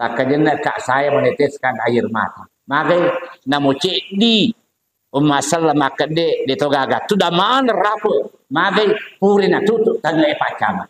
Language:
Buginese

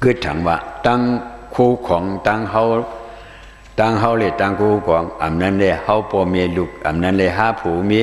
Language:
Shan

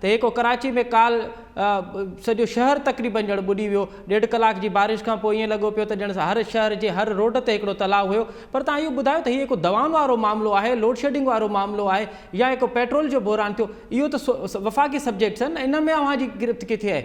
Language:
Sindhi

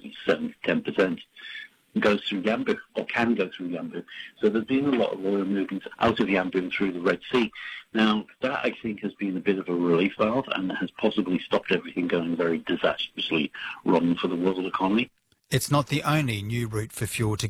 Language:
English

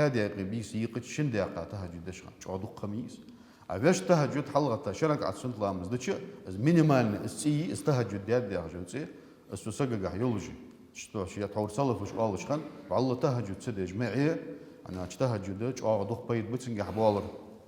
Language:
Ingush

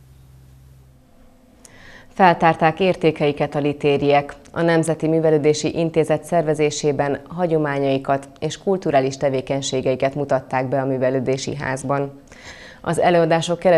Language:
Hungarian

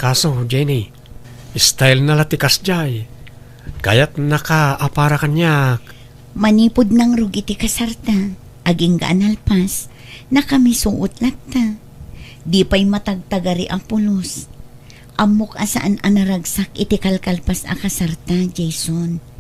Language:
Iloko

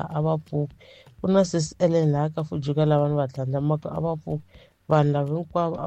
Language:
Tsonga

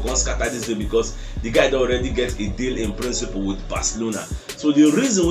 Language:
Nigerian Pidgin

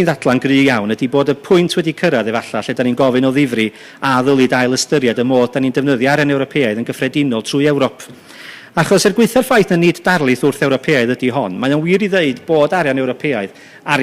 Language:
Welsh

